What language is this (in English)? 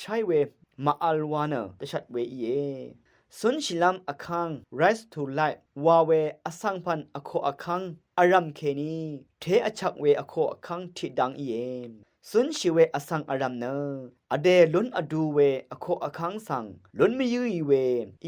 Rawang